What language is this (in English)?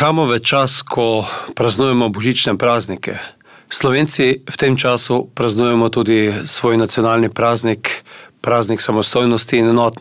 Slovenian